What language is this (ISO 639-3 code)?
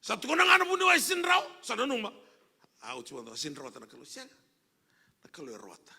fij